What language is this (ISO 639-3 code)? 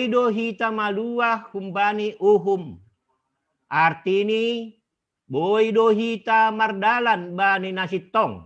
bts